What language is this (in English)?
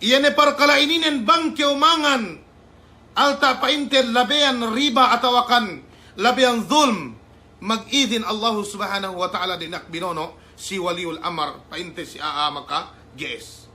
Yakan